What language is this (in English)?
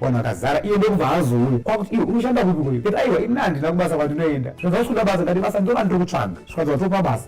Shona